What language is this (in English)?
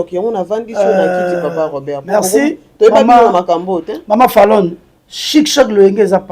Lingala